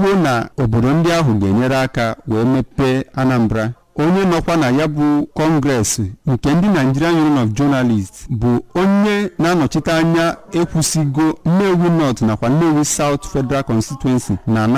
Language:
Igbo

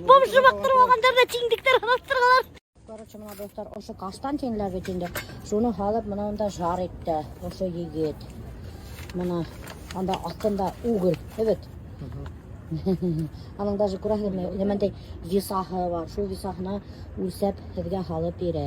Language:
Bashkir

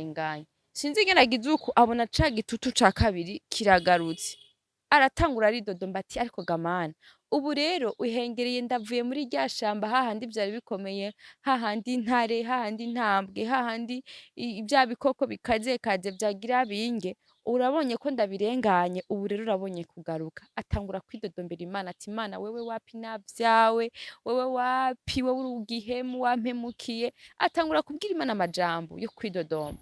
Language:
Rundi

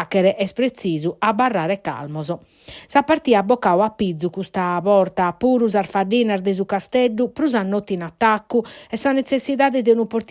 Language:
Sardinian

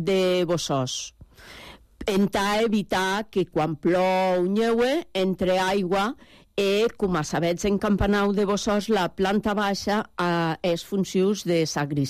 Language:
Catalan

